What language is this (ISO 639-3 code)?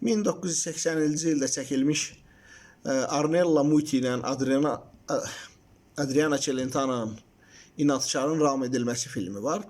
aze